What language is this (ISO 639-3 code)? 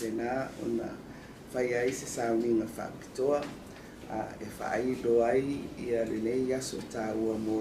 smo